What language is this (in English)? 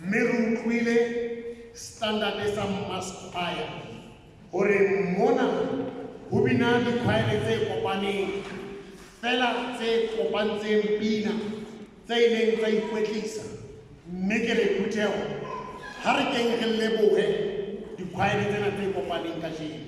Southern Sotho